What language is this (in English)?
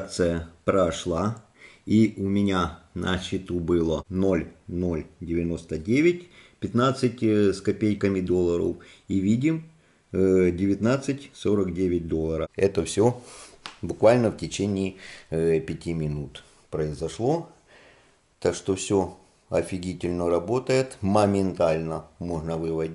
Russian